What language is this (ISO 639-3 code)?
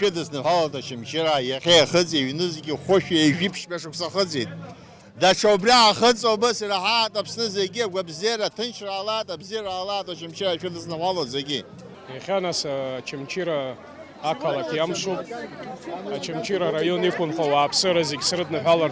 abk